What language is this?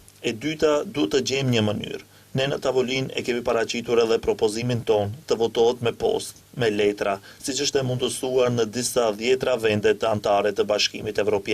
Albanian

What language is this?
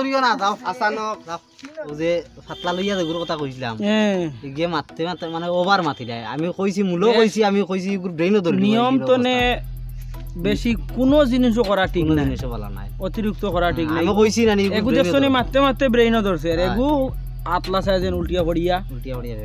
Sylheti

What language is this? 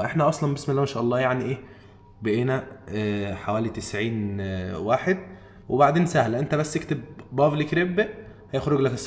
Egyptian Arabic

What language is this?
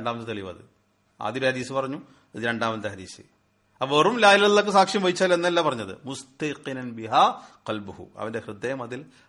Malayalam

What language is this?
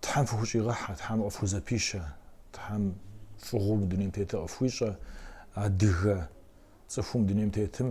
Kabardian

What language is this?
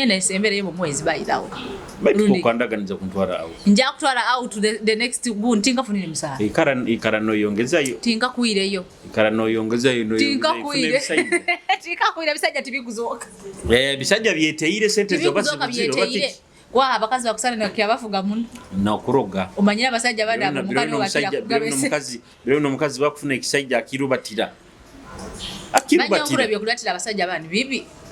Nyoro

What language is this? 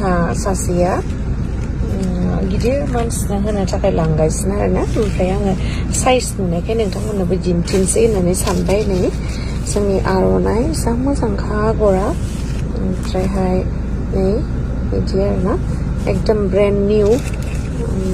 Bodo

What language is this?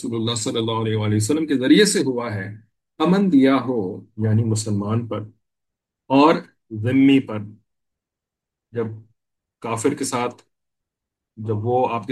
Urdu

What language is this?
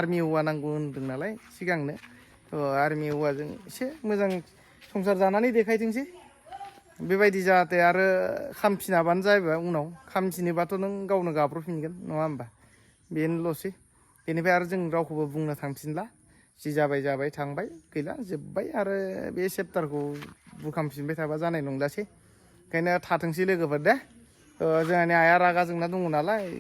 Bodo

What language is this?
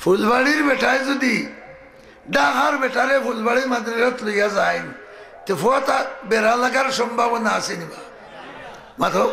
Sylheti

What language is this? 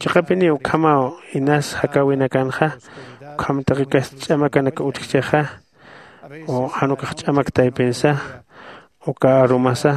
Aymara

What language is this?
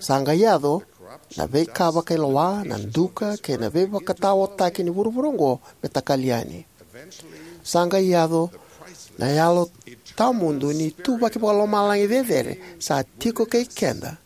Fijian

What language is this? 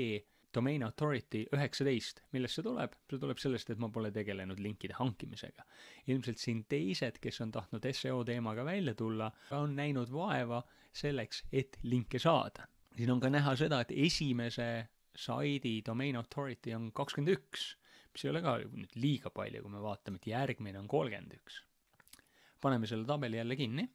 Estonian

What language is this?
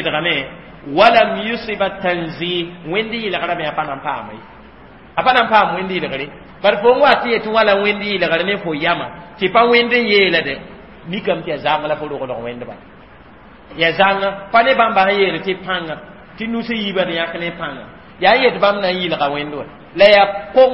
Mossi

